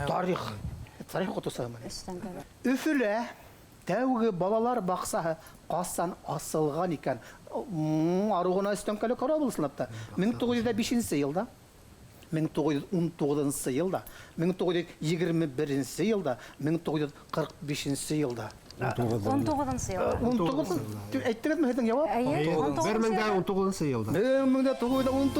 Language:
Bashkir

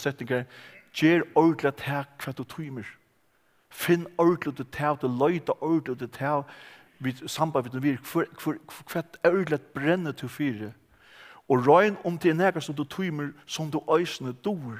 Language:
Faroese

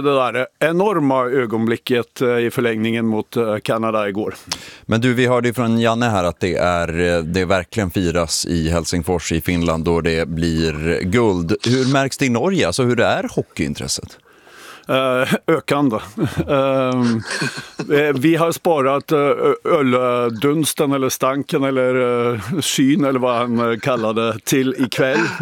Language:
Swedish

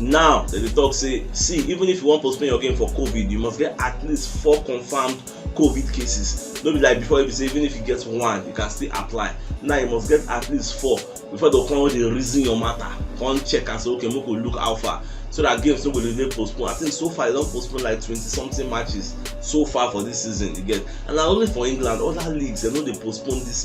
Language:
Nigerian Pidgin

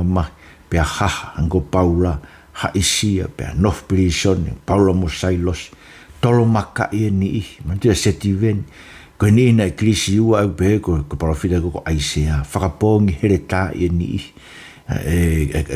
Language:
Tongan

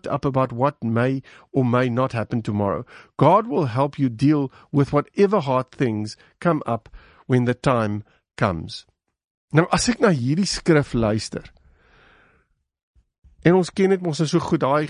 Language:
Afrikaans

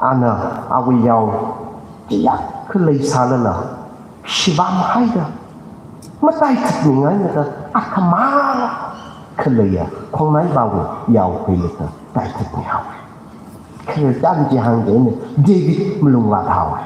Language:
Tangkhul Naga (India)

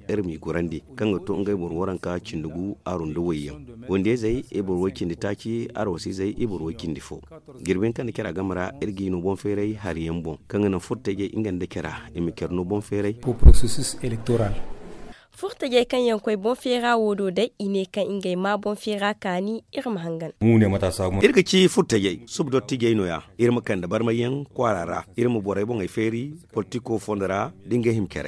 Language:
Zarma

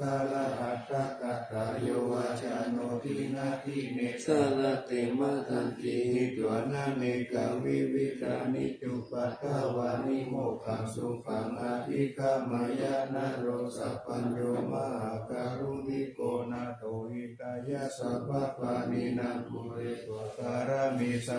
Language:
Pali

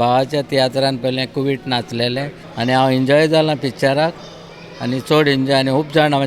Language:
Konkani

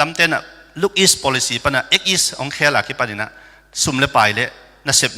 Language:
Tedim Chin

